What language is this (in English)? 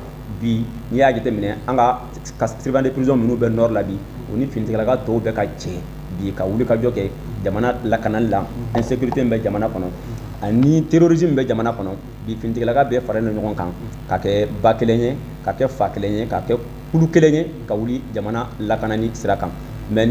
Bambara